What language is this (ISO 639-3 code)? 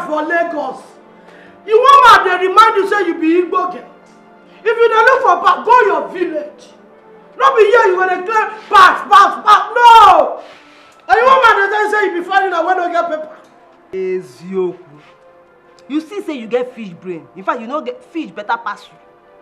pcm